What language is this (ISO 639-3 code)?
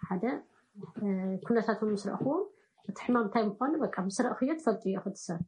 tir